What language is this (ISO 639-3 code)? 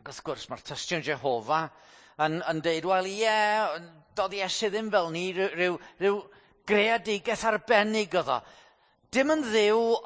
cym